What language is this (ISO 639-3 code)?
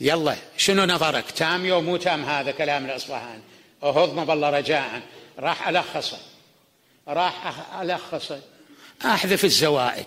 acm